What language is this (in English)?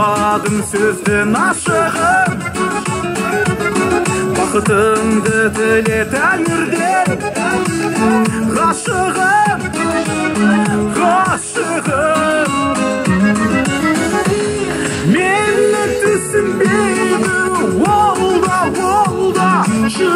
Kazakh